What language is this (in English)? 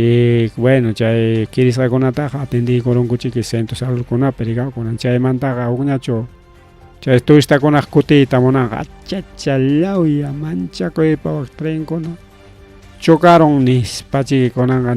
Ayacucho Quechua